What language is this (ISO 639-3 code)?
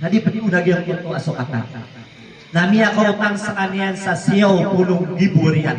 mrw